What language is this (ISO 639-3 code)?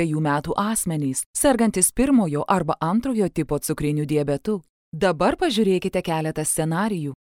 lit